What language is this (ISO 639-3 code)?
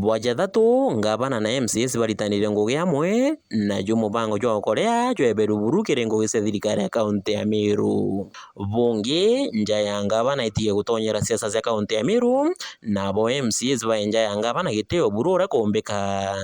mer